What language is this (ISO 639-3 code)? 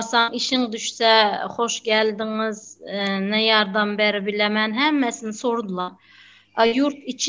tuk